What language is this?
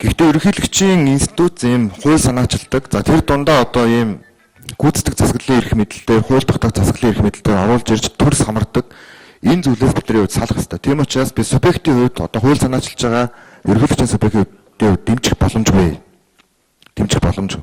Mongolian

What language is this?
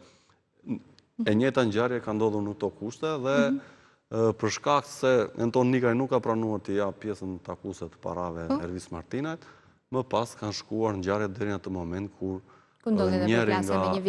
Albanian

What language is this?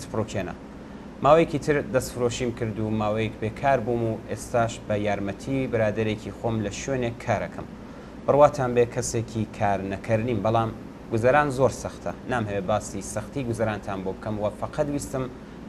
Central Kurdish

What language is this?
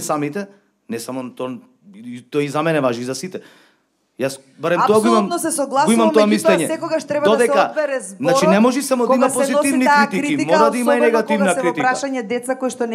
Macedonian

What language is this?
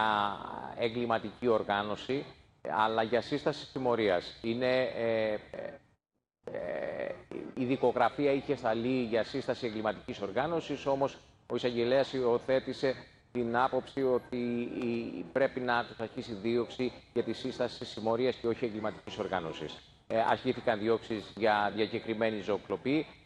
Greek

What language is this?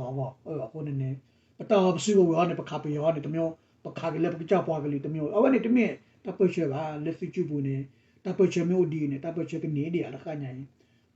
S'gaw Karen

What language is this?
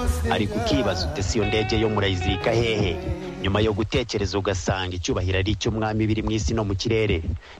Kinyarwanda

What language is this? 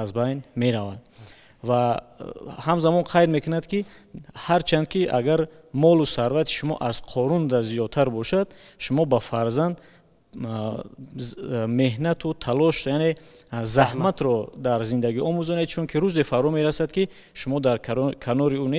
Tajik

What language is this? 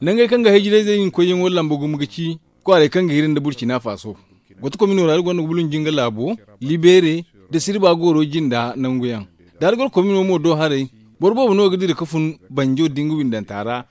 Zarma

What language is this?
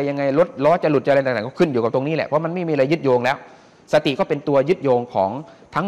Thai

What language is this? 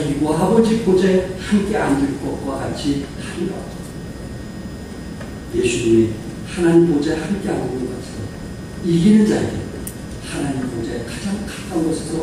Korean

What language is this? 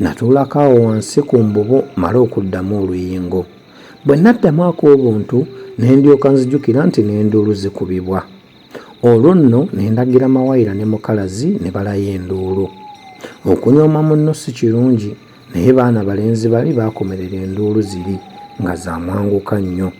Ganda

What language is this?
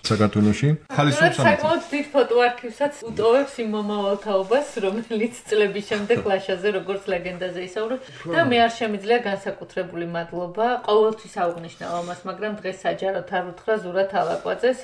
Georgian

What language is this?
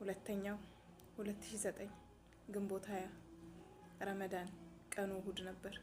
Amharic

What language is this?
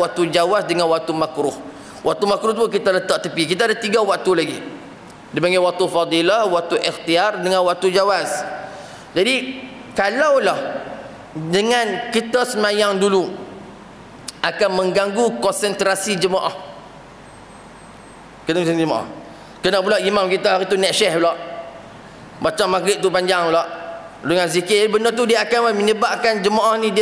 Malay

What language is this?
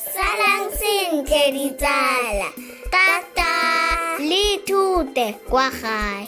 Tswana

